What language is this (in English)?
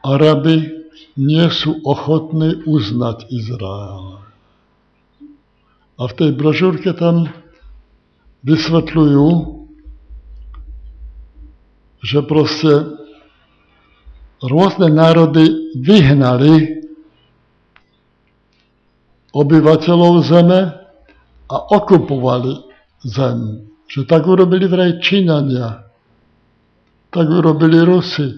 Slovak